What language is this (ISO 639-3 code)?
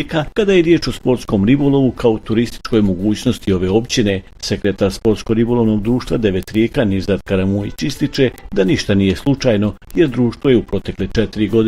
bos